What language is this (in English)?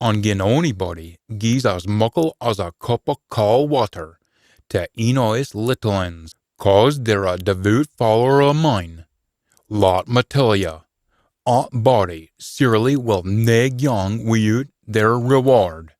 Scots